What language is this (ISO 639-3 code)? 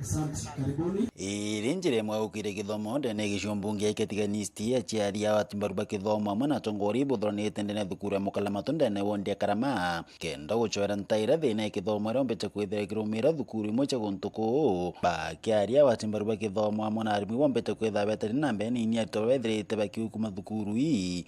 mer